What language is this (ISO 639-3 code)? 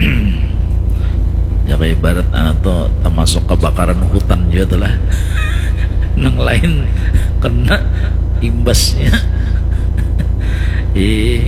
bjn